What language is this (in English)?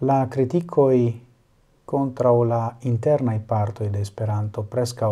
Esperanto